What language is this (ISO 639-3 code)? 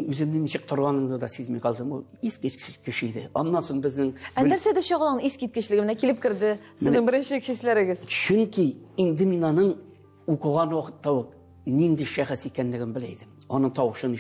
tat